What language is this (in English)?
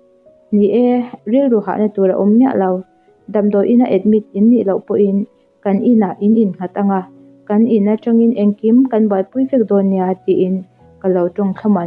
Mizo